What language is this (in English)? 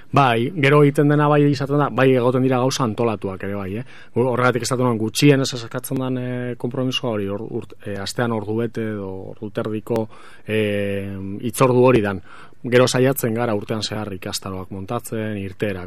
Basque